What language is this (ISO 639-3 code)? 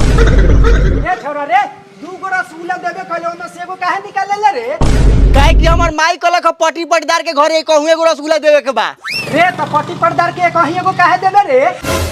mag